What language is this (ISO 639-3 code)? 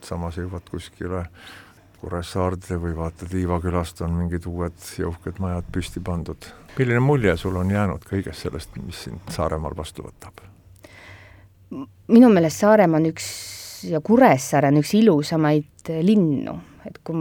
est